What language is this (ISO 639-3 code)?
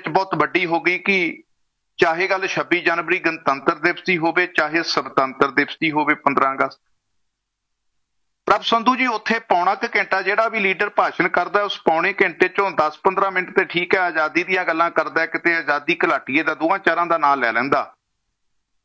pan